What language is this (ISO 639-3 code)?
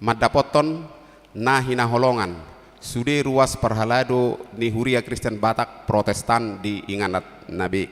bbc